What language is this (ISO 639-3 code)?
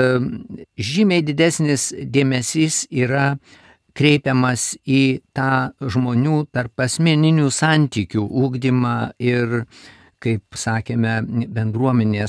lit